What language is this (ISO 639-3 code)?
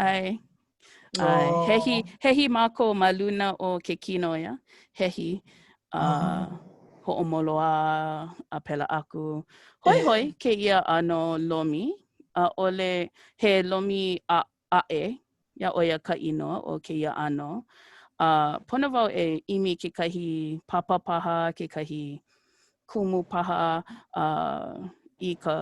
haw